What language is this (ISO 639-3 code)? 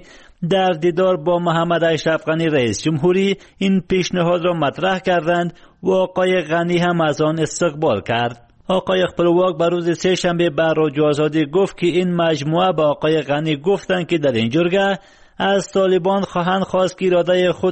fas